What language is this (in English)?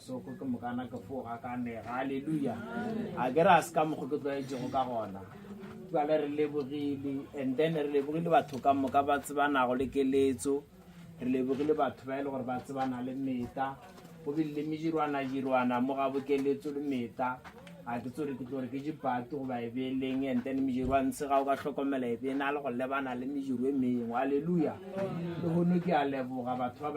Northern Sotho